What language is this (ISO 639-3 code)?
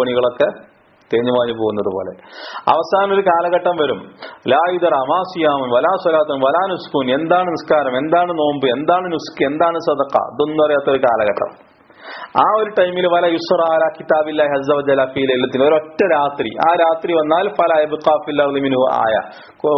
mal